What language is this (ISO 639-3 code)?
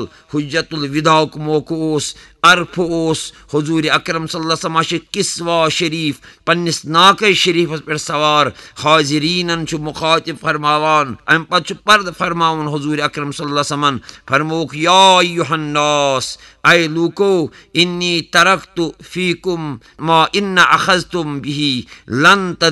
kas